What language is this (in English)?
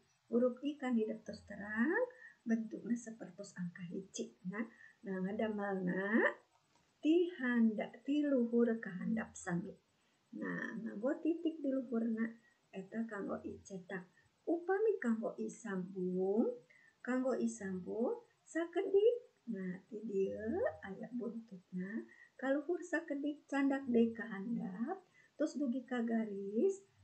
Sundanese